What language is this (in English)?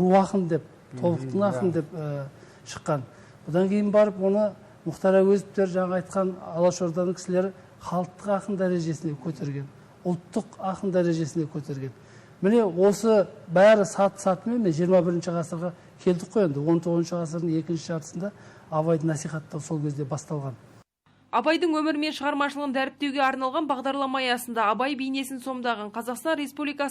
Kazakh